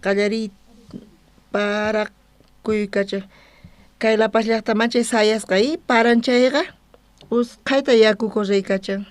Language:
South Bolivian Quechua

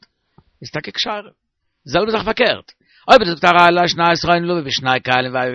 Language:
Yiddish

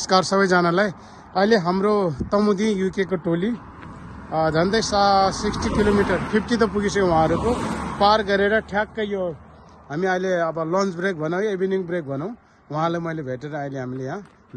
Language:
Nepali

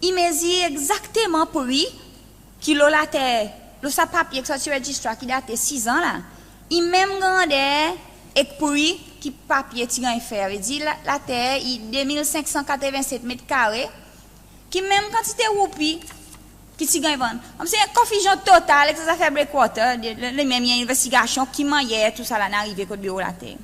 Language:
Seselwa Creole French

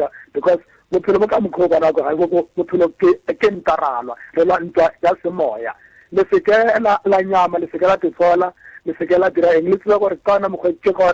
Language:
Northern Sotho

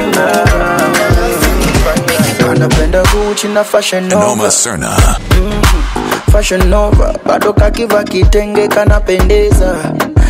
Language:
Swahili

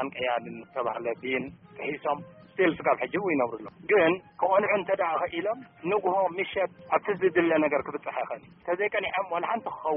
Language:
Tigrinya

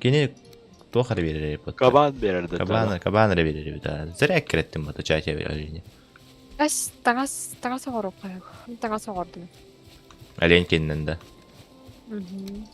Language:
Yakut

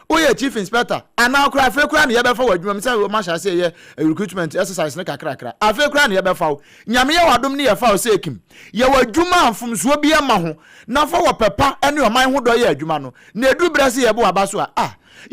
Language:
Akan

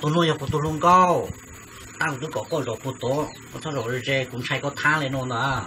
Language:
Hmong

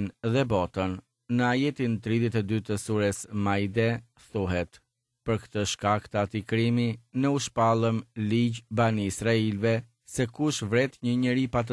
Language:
Albanian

